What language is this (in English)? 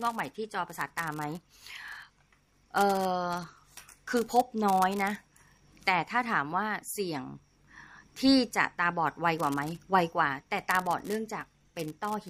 Thai